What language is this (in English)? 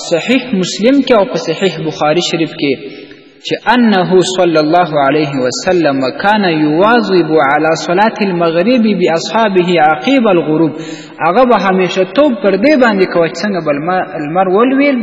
Pashto